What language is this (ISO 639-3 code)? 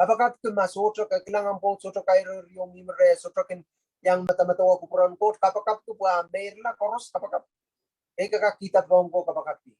pon